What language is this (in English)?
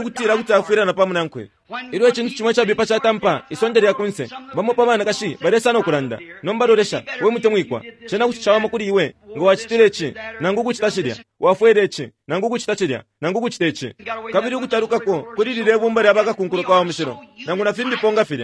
Bemba